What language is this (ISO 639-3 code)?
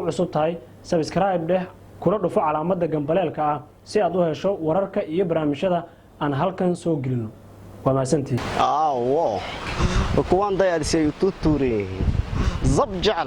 som